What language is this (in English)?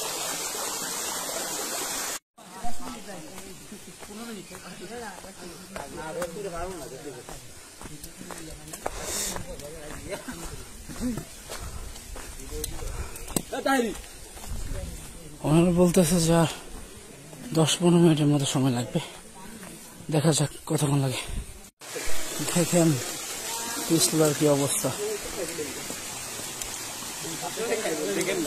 Bangla